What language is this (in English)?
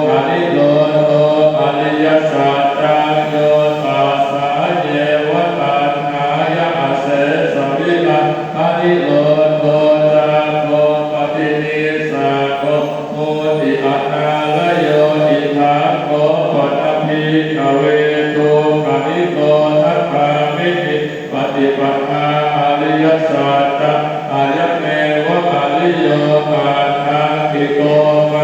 Pali